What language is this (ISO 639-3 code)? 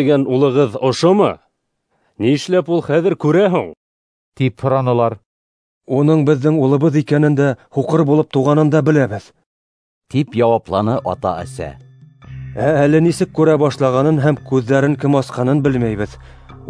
bak